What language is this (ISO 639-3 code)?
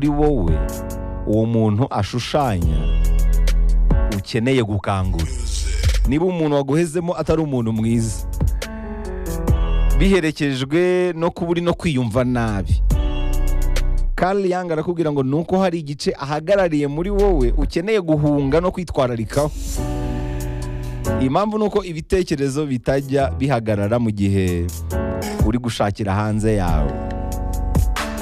kin